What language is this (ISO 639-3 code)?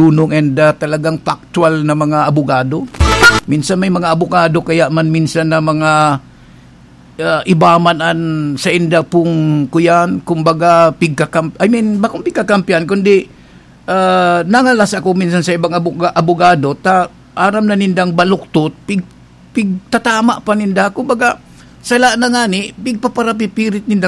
bik